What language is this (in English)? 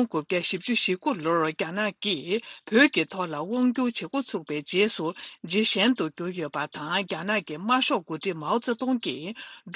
Tibetan